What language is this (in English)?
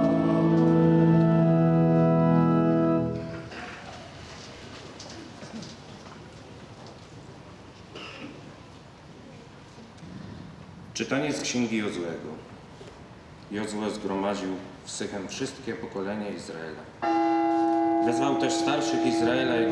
Polish